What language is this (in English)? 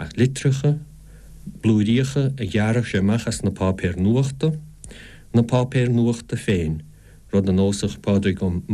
Irish